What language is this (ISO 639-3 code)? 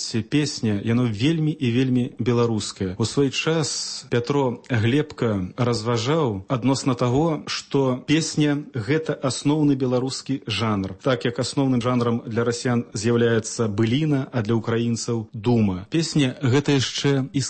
bel